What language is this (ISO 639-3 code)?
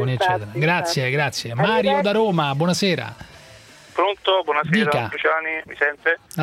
ita